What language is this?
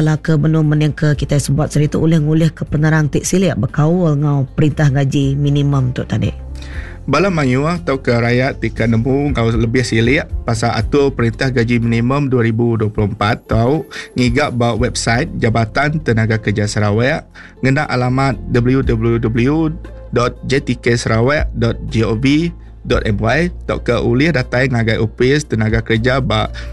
Iban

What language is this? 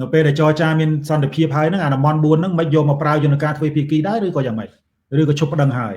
Khmer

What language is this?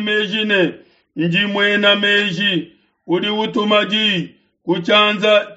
Luba-Lulua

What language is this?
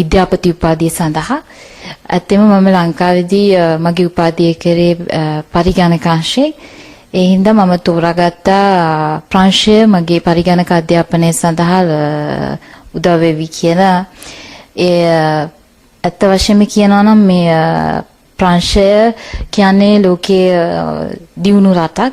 Sinhala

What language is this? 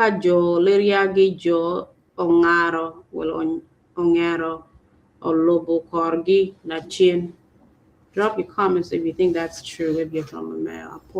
Acoli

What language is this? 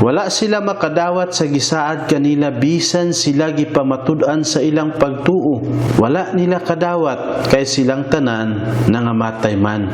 Cebuano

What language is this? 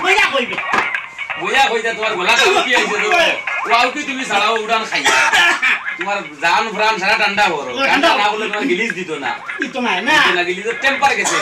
Sylheti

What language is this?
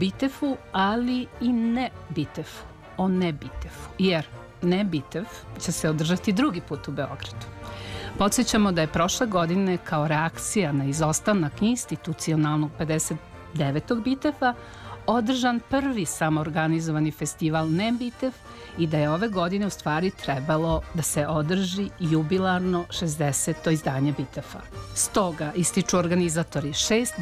Serbian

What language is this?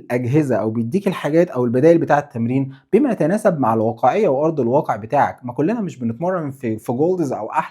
Egyptian Arabic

